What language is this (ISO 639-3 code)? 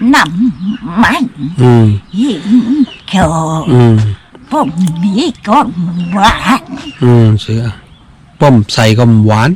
shn